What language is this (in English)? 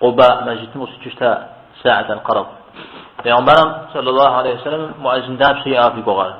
Kabardian